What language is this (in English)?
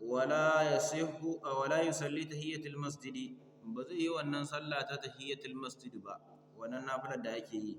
Hausa